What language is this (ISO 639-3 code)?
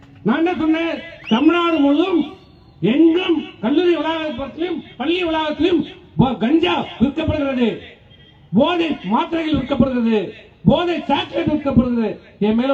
tam